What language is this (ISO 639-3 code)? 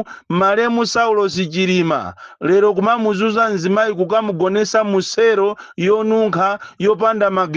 nya